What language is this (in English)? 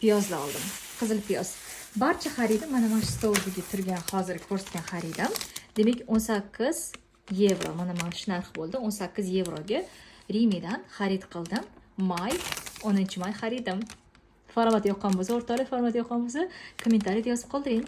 Uzbek